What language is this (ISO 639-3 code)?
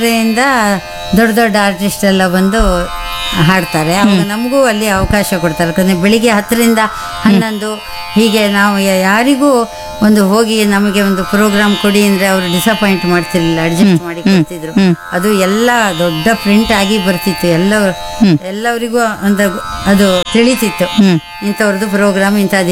kan